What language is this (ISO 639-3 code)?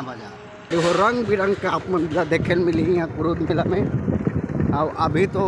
hne